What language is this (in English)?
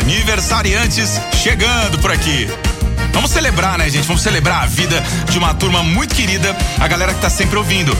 Portuguese